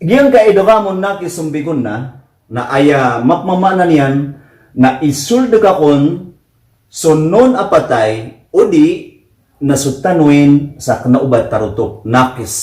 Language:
Maranao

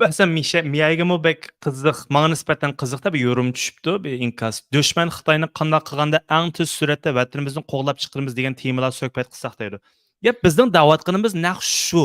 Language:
Uyghur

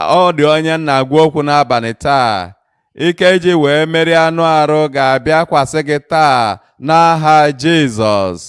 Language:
Igbo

